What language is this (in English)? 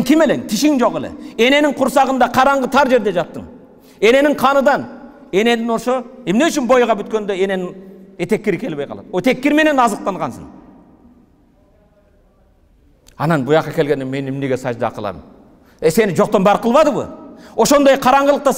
Kyrgyz